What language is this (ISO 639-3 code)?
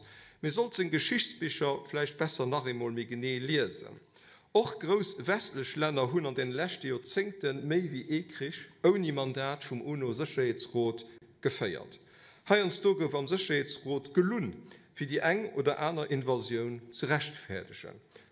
ltz